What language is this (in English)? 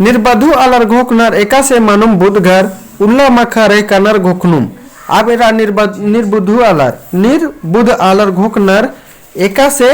Kurukh